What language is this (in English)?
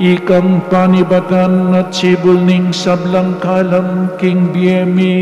Pampanga